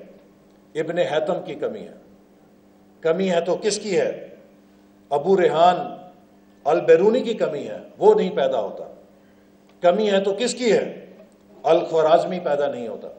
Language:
Urdu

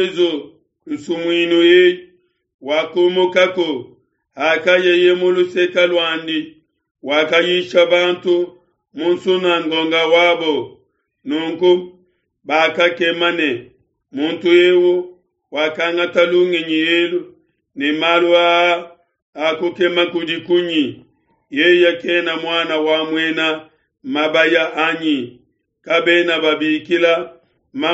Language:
Luba-Lulua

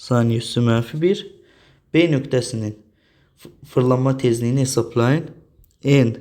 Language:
Azerbaijani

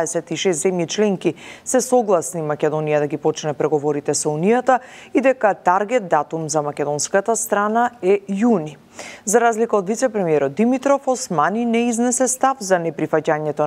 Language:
Macedonian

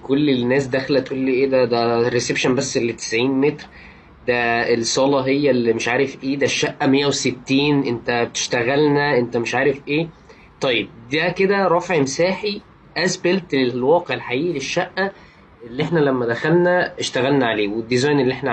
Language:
Egyptian Arabic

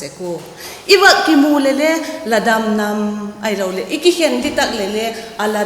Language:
Vaiphei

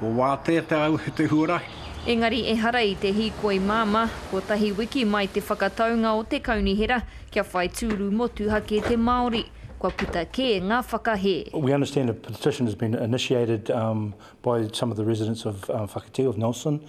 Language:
Māori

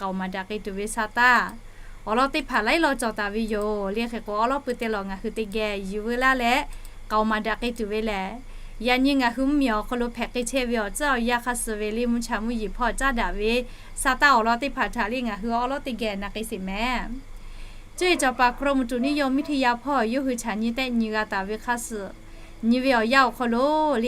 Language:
Lahu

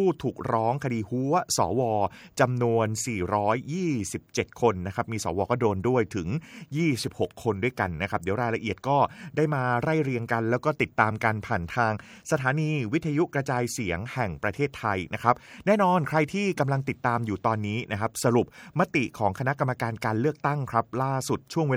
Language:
Thai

